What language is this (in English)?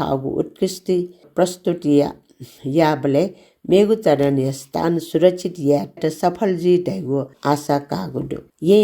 Newari